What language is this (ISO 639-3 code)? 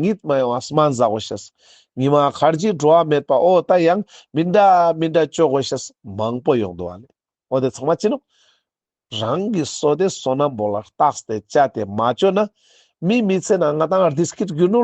lbj